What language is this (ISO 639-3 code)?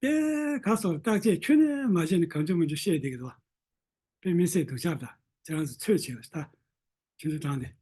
bod